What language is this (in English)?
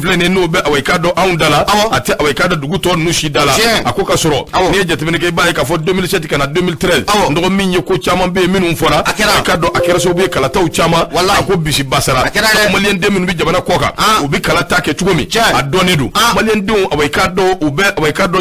Bambara